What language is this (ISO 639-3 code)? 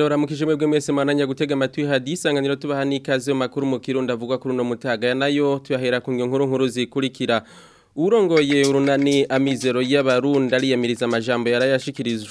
run